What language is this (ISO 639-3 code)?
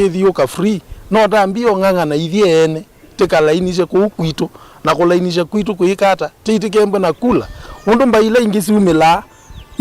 kam